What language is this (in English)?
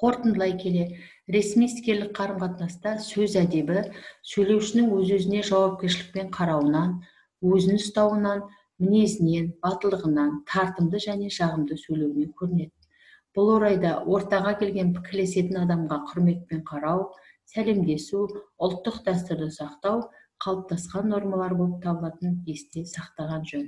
Kazakh